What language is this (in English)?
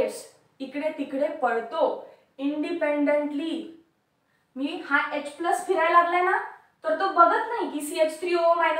Marathi